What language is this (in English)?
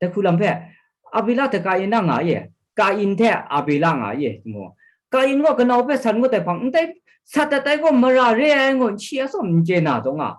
Kachin